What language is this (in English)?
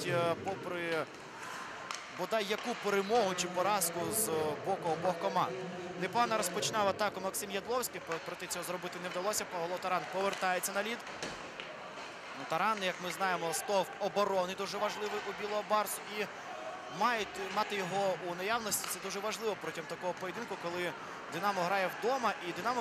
Ukrainian